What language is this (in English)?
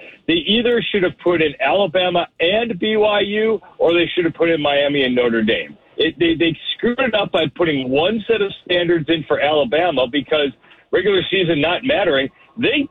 English